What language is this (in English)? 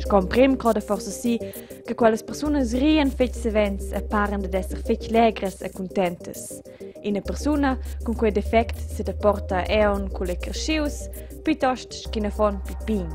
Romansh